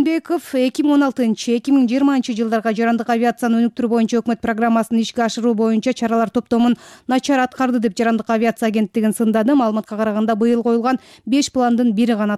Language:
Kyrgyz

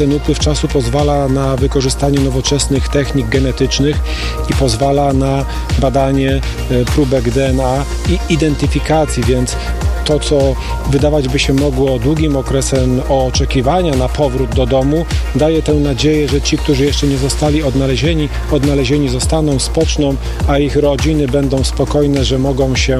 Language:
Polish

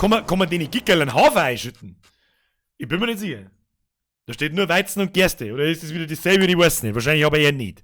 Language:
Bavarian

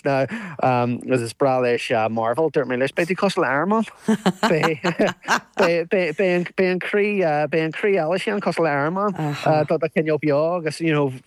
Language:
Irish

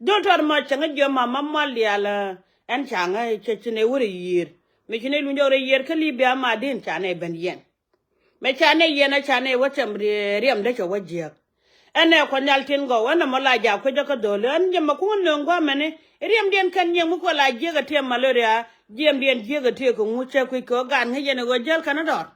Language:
Nuer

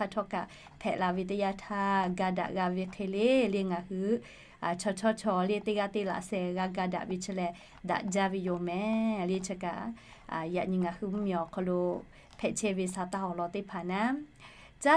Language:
Lahu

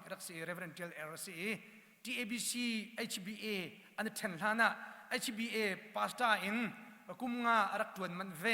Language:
Hakha Chin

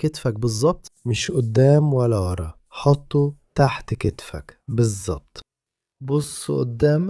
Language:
Egyptian Arabic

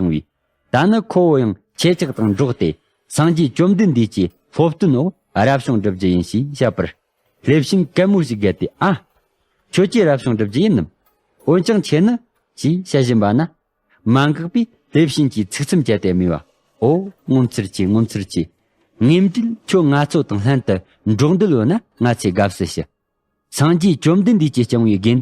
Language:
Tibetan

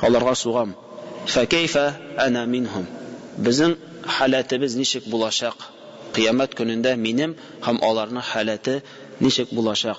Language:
Tatar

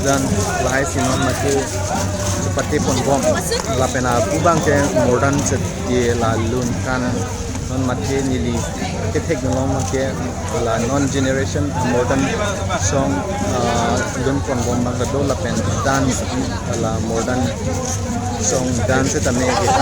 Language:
Karbi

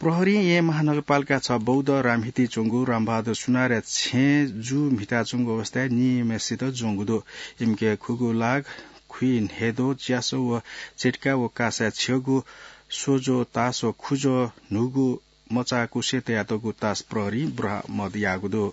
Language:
Newari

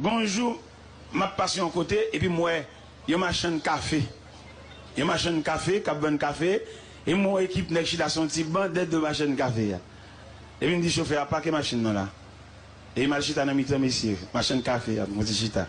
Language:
Haitian Creole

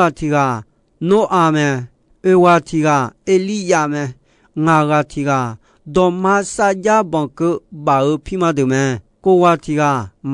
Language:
Akha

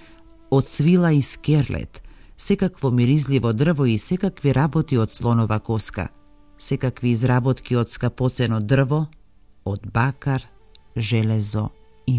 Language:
Macedonian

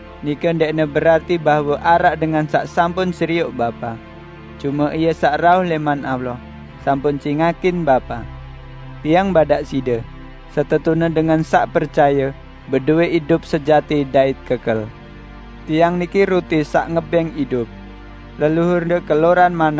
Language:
Sasak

